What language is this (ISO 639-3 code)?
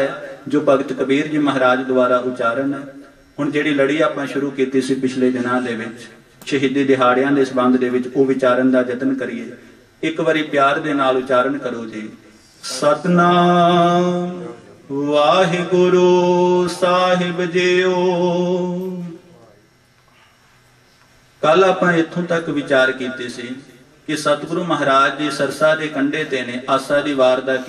pan